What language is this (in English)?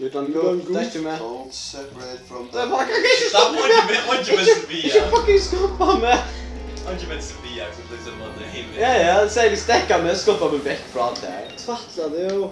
Faroese